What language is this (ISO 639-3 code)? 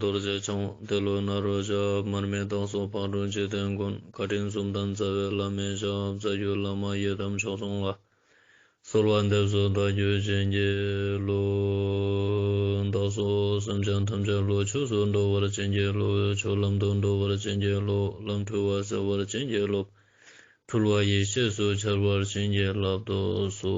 lbj